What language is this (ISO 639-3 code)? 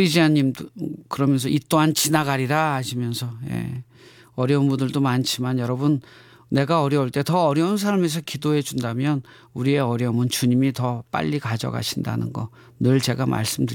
kor